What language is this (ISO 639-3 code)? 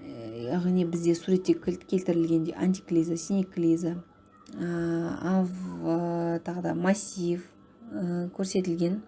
kaz